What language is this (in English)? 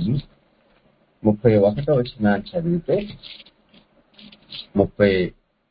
Telugu